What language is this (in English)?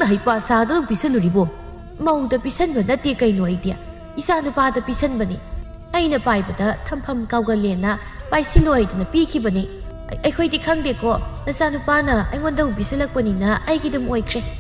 Manipuri